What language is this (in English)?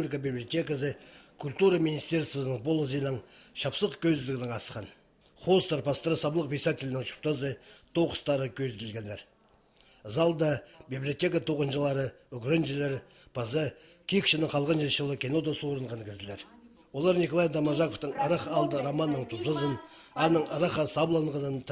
Khakas